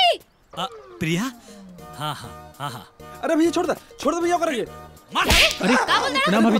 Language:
Bhojpuri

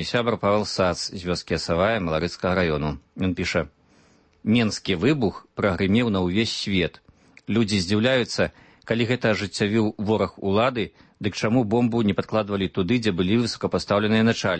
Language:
Belarusian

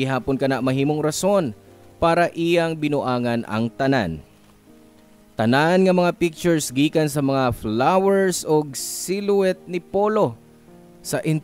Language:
Cebuano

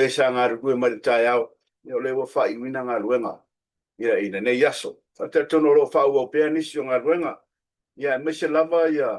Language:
Samoan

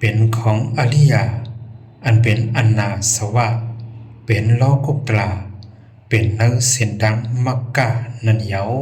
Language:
Shan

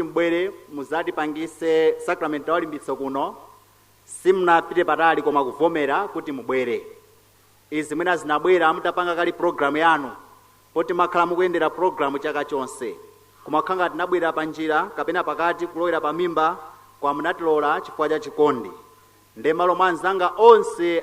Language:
Nyanja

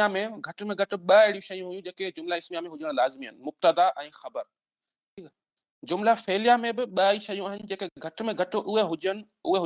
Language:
Sindhi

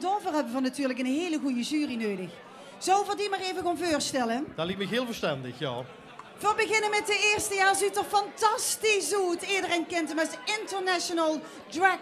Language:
Limburgish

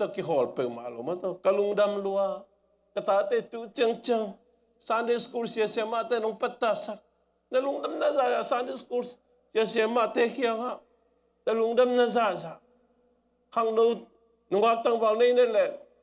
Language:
Tedim Chin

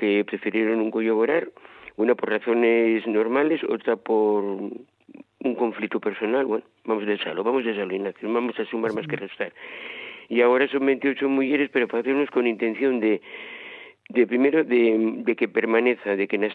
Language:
Asturian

